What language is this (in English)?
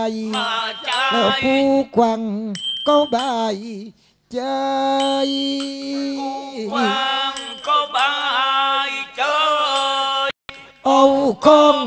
Southern Thai